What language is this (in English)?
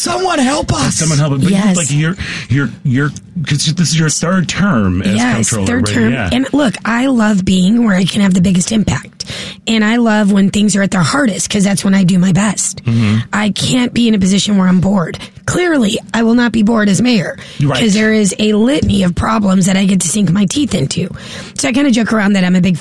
English